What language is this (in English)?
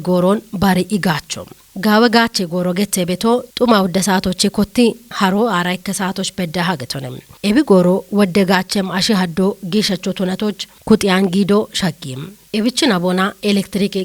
Kafa